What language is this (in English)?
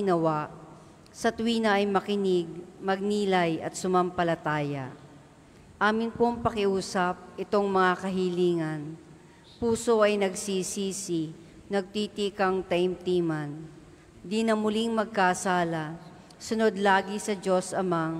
Filipino